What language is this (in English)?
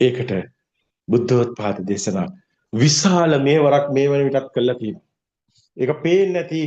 Sinhala